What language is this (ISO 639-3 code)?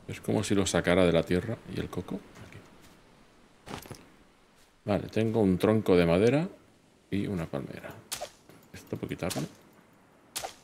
spa